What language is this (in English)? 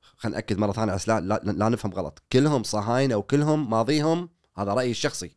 Gulf Arabic